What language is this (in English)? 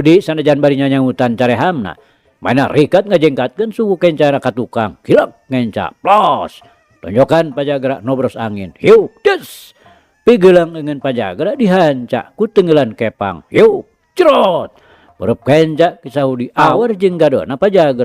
Sundanese